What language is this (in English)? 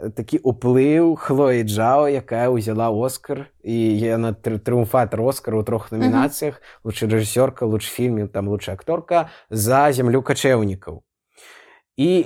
Belarusian